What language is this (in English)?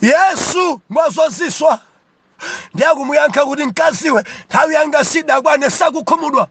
Nyanja